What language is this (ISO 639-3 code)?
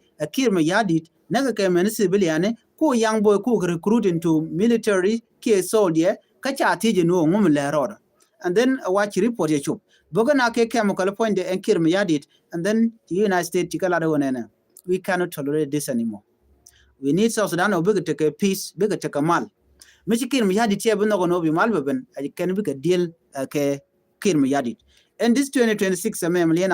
nus